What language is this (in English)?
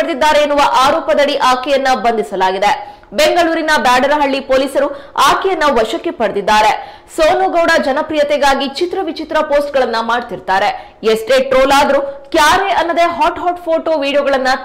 Kannada